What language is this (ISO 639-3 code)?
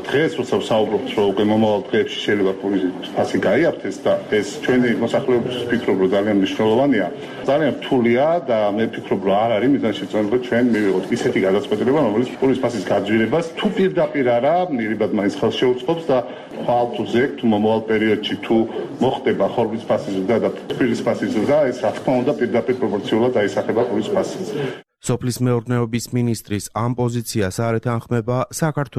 kat